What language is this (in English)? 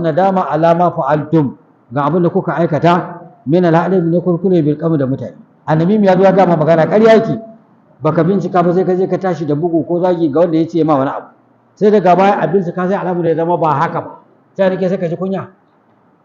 Hausa